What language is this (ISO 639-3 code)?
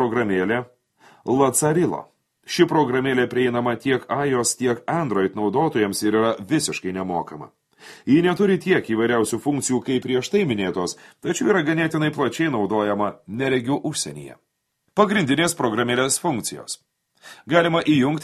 lit